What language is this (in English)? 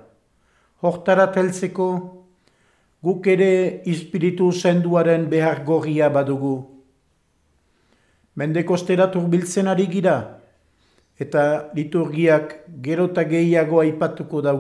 Basque